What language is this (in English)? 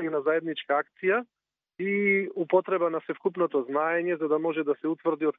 Macedonian